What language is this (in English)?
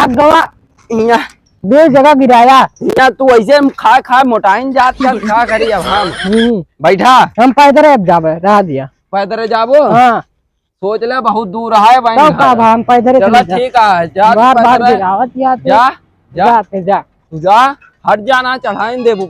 Awadhi